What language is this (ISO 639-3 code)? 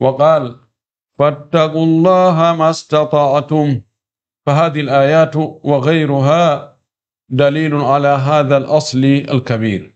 ful